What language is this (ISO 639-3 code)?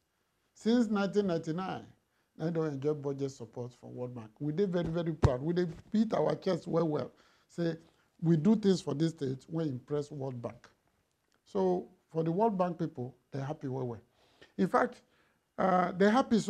pcm